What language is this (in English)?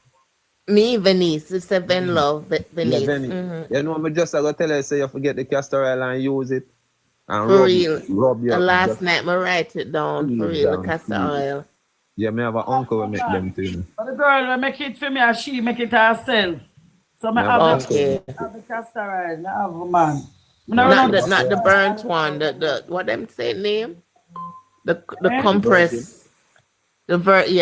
Jamaican Creole English